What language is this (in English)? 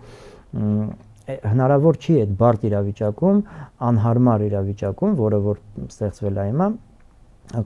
Armenian